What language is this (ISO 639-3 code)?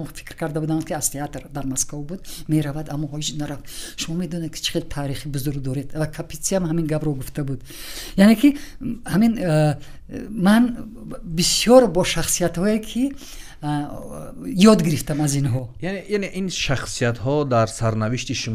tgk